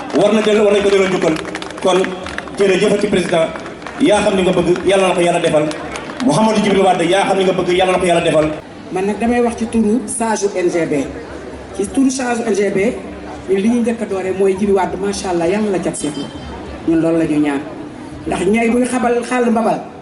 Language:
Wolof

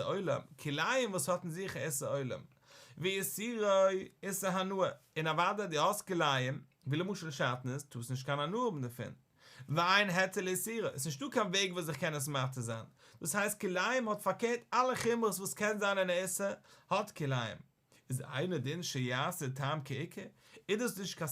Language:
Yiddish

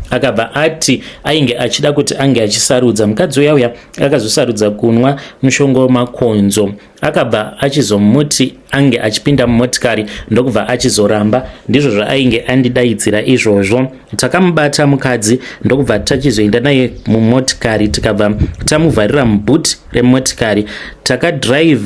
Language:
Shona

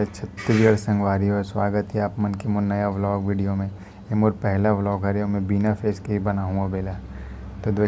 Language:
Chhattisgarhi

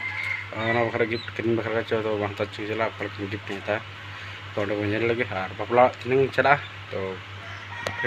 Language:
Santali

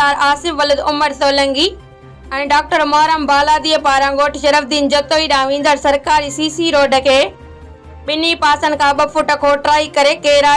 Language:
Sindhi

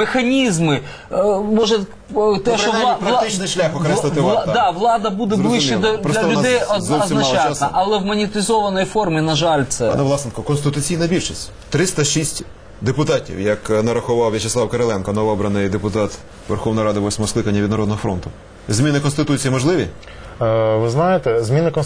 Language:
Ukrainian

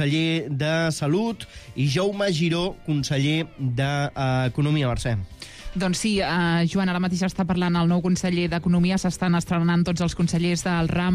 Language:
Catalan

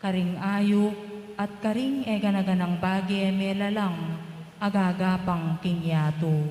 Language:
Pampanga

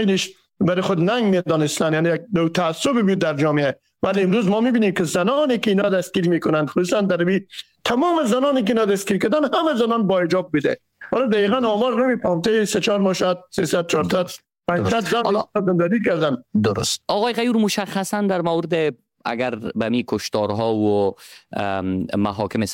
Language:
Persian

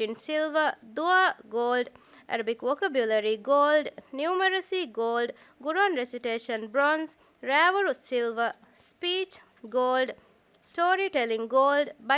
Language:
Divehi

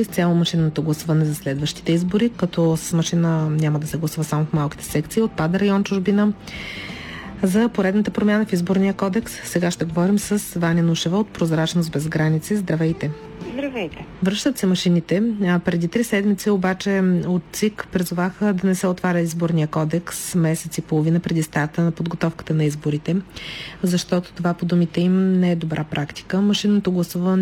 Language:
Bulgarian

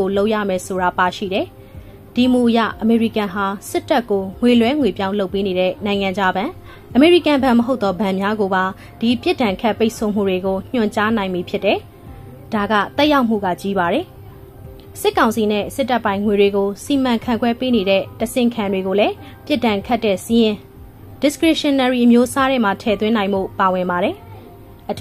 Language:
Burmese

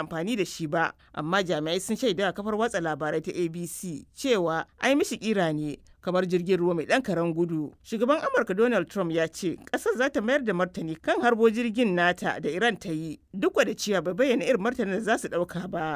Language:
Hausa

